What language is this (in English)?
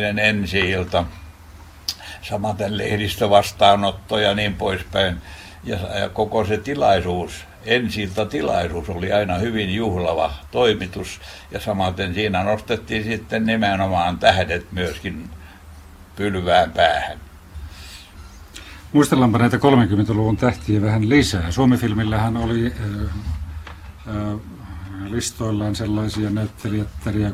Finnish